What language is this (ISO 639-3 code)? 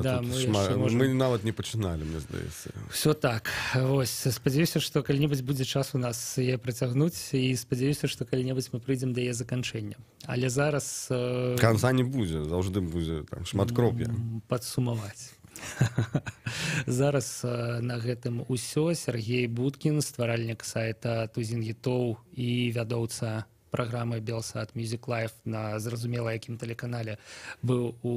bel